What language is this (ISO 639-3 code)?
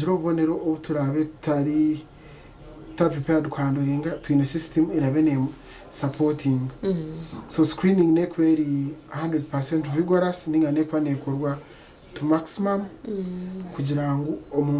nyn